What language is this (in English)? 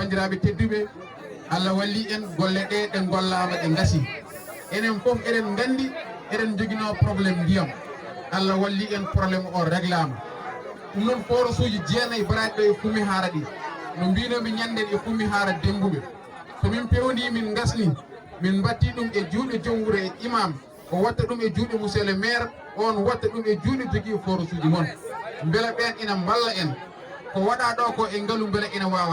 Fula